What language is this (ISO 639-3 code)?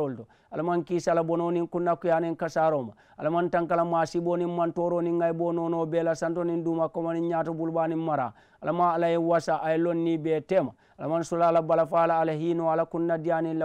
man